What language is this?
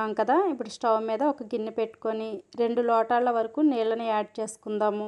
Telugu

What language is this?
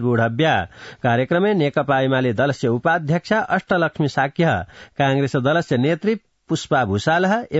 Sanskrit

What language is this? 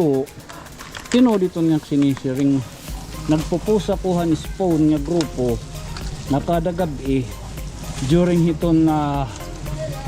Waray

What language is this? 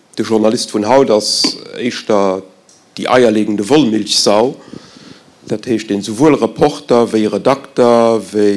Luxembourgish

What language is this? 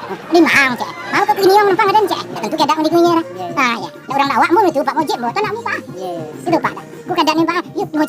Minangkabau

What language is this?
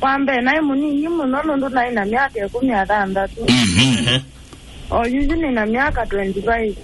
Kamba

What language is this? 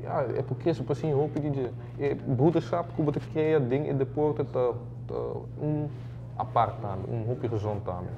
Papiamento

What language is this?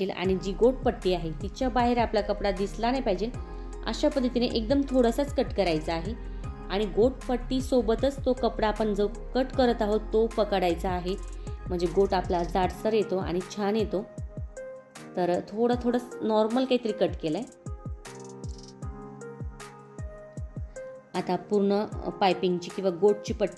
Marathi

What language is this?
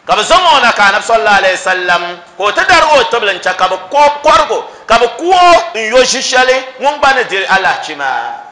Dagbani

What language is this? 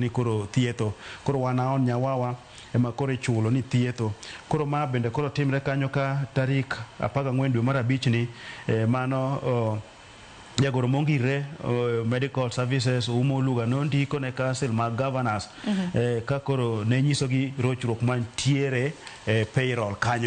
Luo (Kenya and Tanzania)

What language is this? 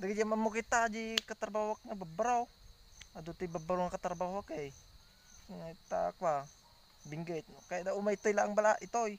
Iloko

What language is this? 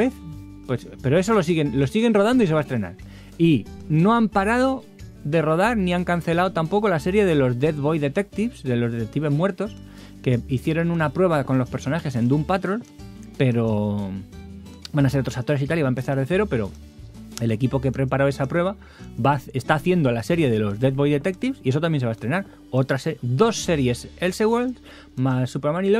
Spanish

